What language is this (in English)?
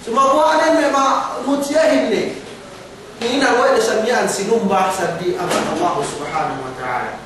Yakan